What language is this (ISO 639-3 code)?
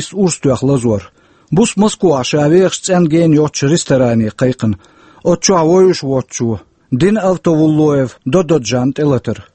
che